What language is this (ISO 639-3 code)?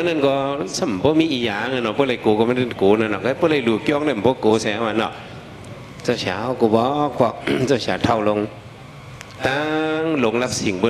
shn